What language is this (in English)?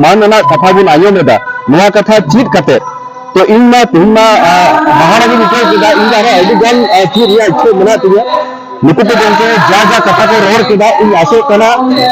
Santali